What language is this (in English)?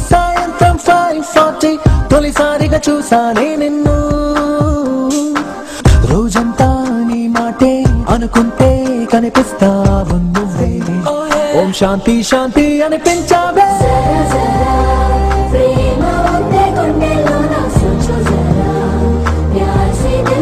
Telugu